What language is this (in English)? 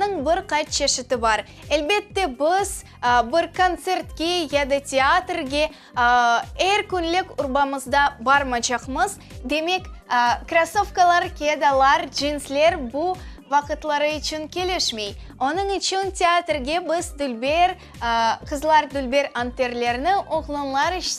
Crimean Tatar